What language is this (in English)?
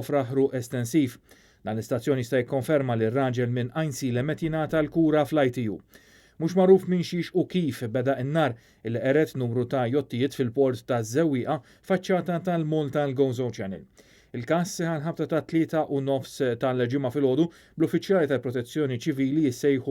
Maltese